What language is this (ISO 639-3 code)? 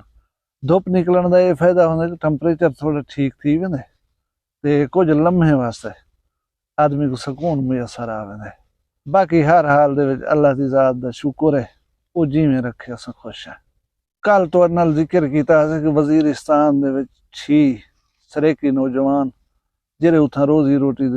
skr